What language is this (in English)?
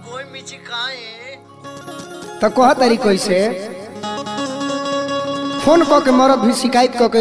Bhojpuri